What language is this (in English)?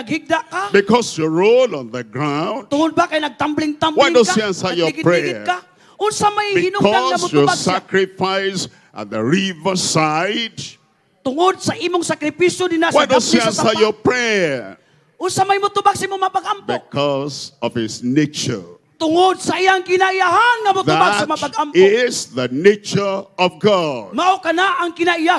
Cebuano